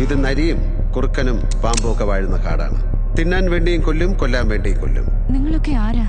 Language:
Malayalam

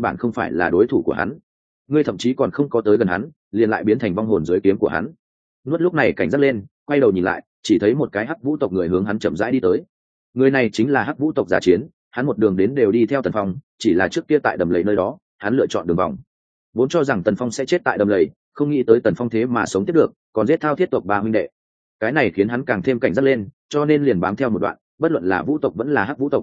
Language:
Vietnamese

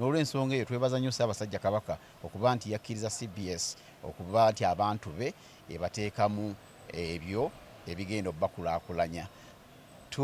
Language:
Ganda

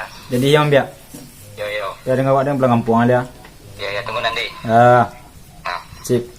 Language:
Minangkabau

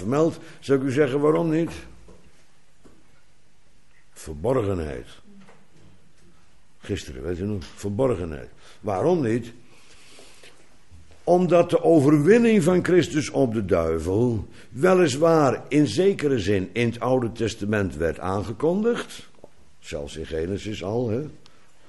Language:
Dutch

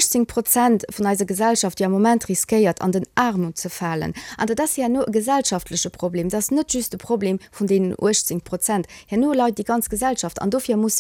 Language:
Luxembourgish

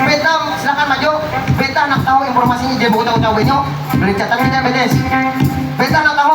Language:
Banjar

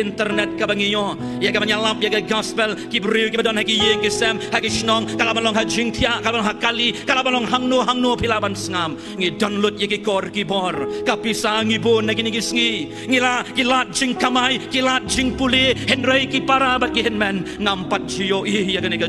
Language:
Khasi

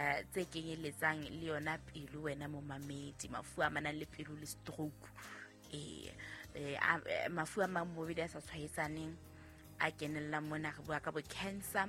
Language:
Southern Sotho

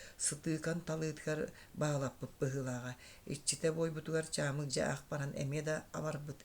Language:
Yakut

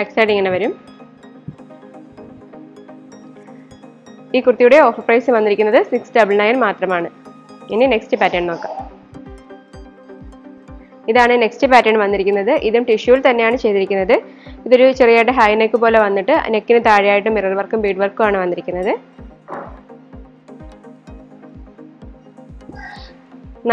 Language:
Malayalam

